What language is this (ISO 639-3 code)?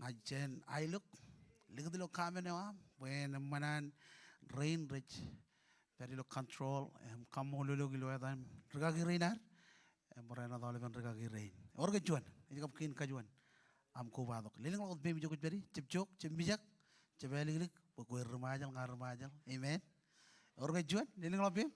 mah